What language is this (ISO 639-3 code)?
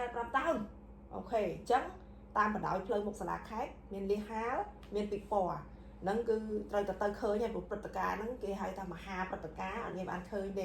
khm